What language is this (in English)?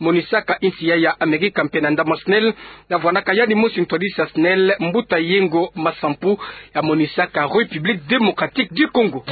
Kituba (Democratic Republic of Congo)